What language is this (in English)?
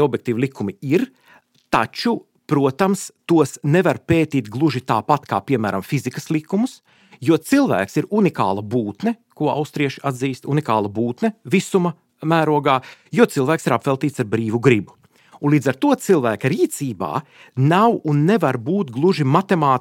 Latvian